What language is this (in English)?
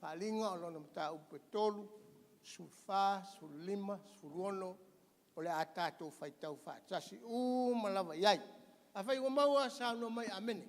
Samoan